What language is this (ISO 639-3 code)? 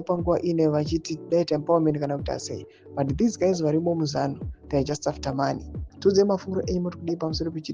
sna